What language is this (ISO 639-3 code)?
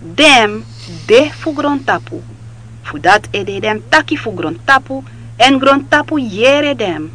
srn